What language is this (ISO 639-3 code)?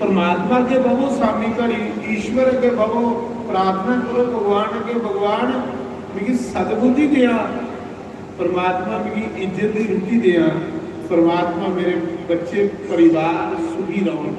doi